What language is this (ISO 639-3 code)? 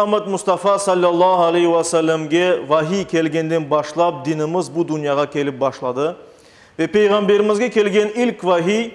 crh